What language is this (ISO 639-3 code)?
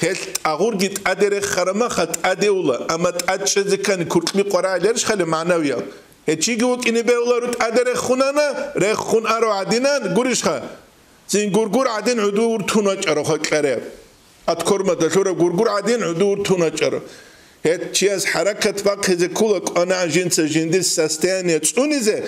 ava